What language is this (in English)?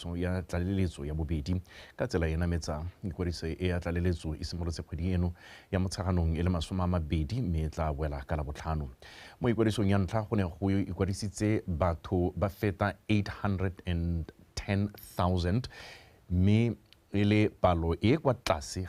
Tswana